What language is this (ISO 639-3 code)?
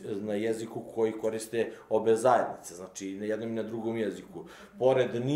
srp